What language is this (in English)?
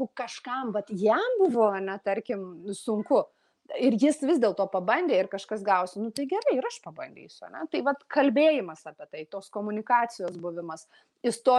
Lithuanian